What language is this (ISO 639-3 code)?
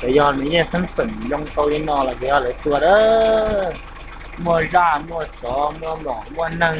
hmn